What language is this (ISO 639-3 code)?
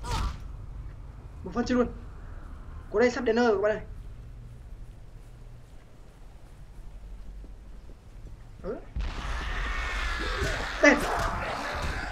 vie